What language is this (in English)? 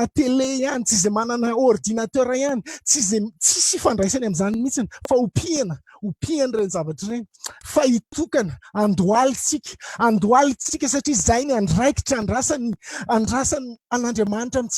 Malagasy